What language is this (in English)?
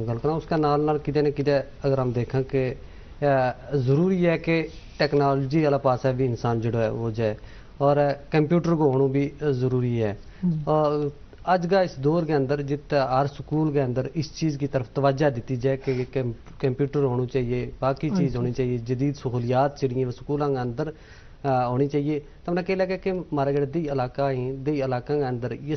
Gujari